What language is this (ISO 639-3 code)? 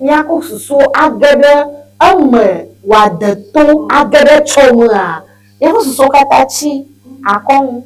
ewe